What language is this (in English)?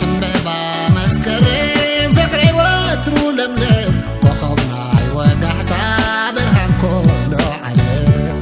Tigrinya